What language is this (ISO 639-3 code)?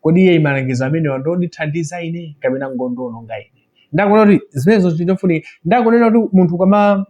nya